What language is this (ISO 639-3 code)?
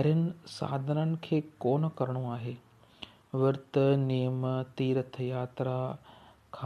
snd